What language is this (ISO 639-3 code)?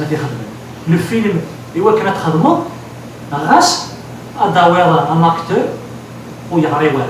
kab